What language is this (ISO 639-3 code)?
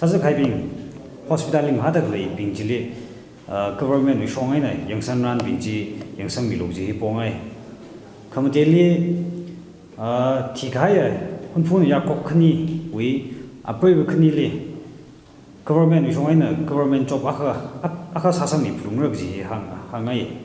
nmf